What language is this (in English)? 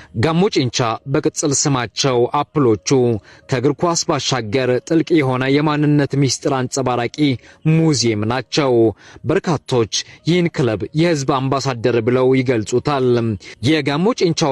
Amharic